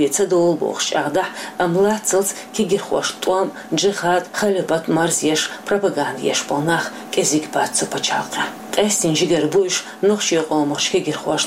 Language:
Chechen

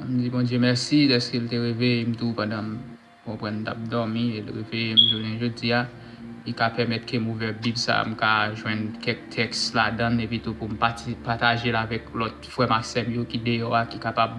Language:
Haitian Creole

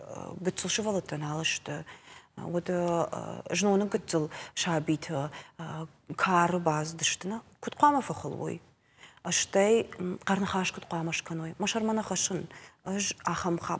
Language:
Ossetic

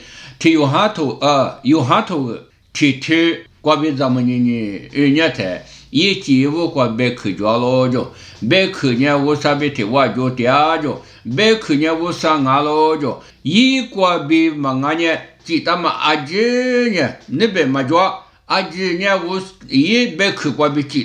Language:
Lisu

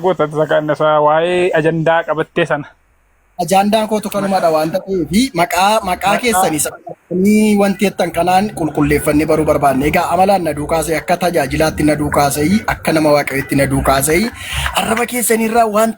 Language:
Oromo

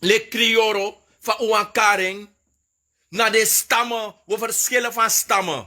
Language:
Sranan Tongo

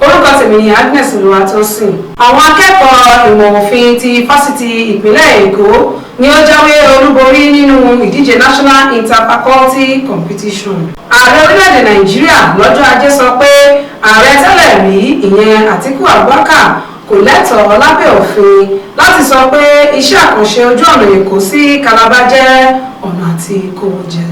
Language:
Yoruba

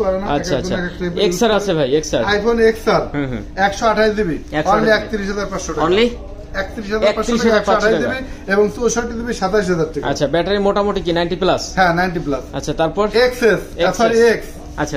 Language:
Bangla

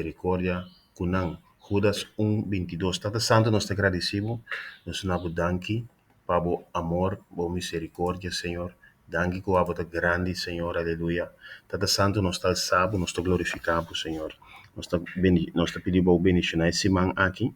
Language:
Papiamento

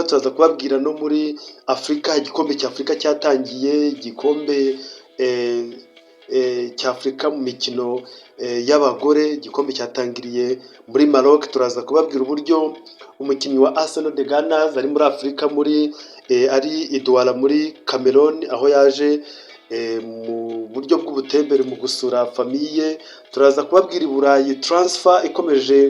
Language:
Kinyarwanda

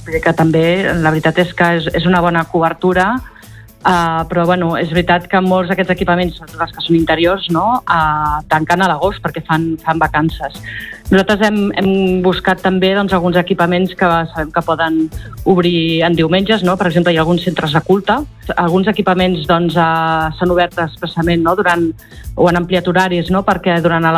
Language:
Catalan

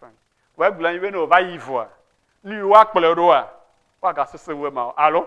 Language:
Ewe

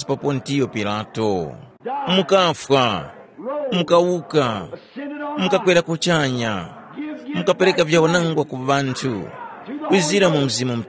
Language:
Tumbuka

